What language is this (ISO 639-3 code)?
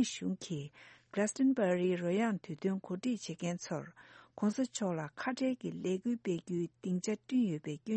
bod